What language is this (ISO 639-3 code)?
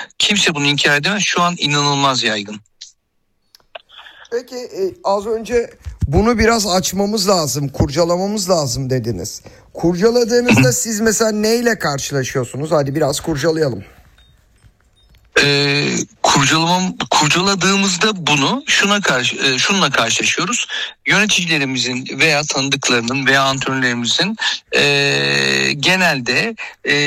tur